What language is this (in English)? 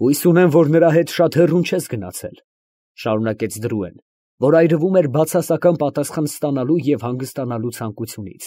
Armenian